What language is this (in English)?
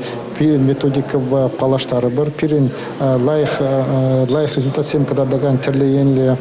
Chuvash